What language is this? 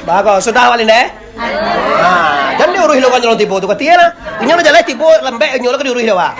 Minangkabau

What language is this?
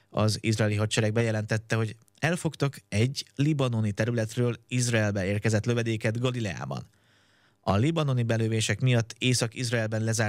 Hungarian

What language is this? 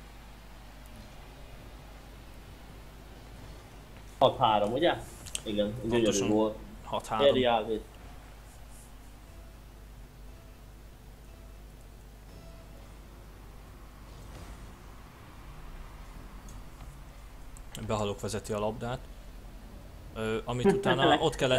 Hungarian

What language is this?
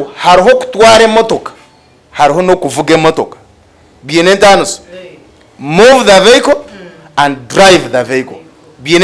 Nyankole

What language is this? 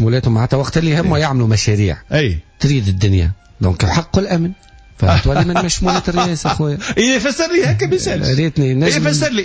Tunisian Arabic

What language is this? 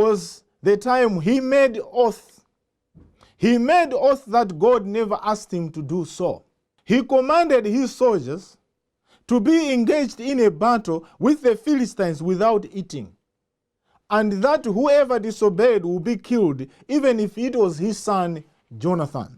English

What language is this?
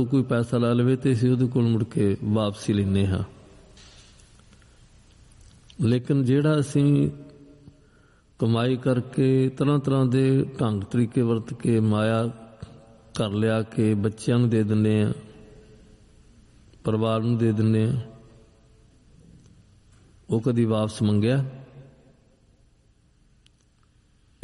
Punjabi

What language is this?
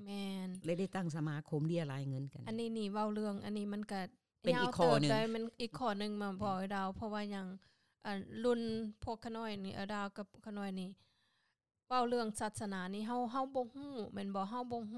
Lao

